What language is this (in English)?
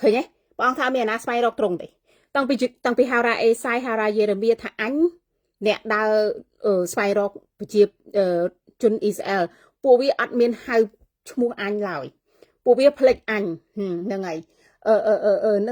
Khmer